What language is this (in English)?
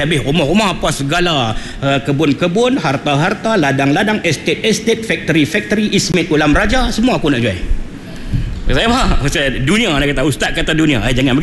Malay